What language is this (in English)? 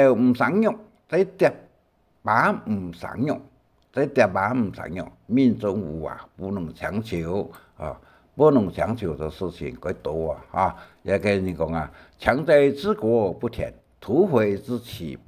Hakka Chinese